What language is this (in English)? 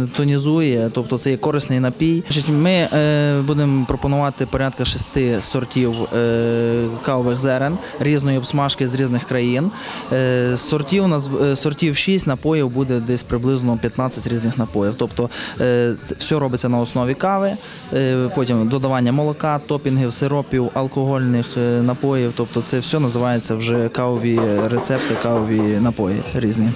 Ukrainian